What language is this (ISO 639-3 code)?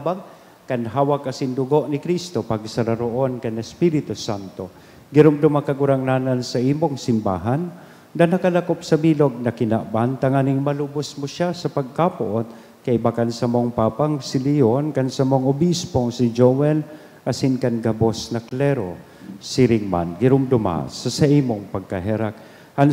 bik